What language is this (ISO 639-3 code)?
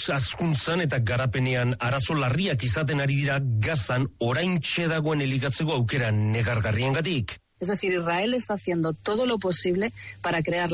eus